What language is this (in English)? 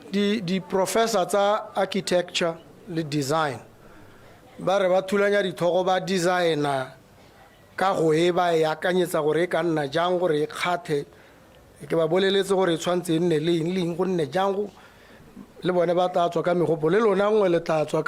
Tswana